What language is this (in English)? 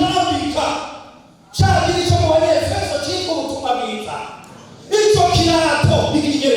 Rundi